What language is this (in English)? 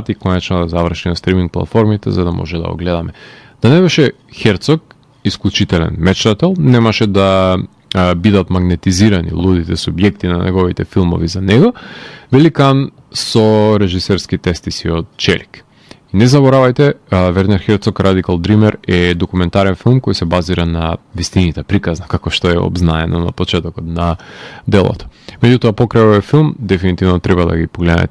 Macedonian